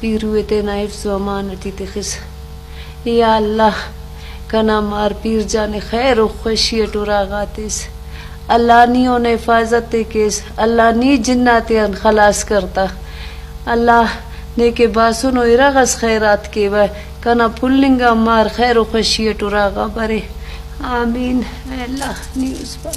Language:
Brahui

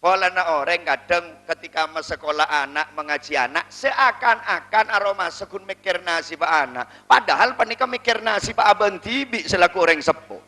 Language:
Madurese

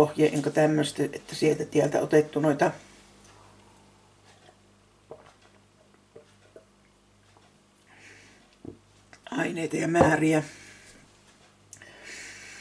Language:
Finnish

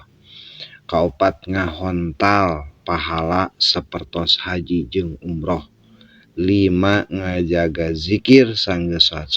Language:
Sundanese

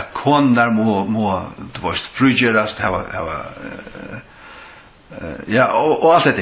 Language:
Faroese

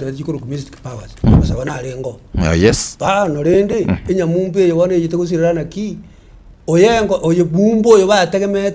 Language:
Gusii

